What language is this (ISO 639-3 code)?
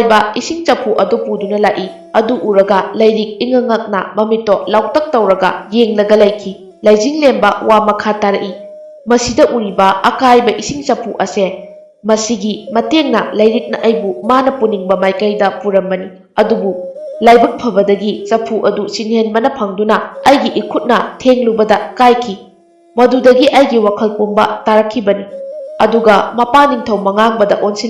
mni